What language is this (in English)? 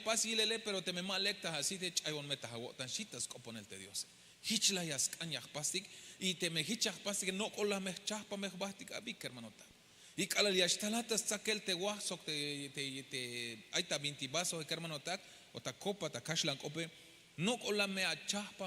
Tzeltal